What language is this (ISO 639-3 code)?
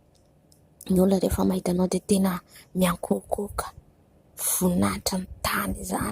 mlg